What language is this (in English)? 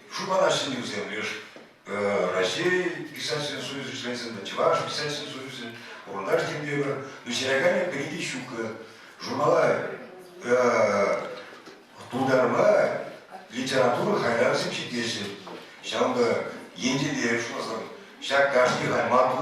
Chuvash